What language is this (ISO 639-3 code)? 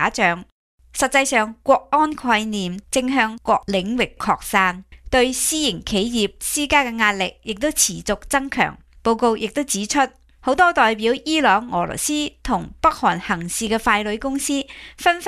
yue